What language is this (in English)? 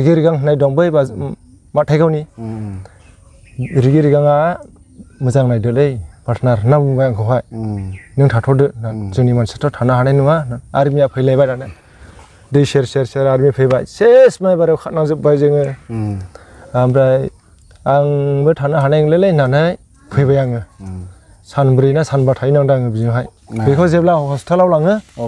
Bodo